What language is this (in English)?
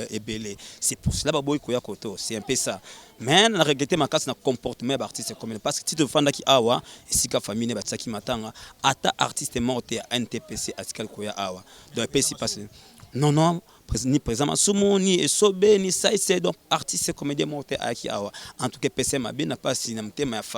Lingala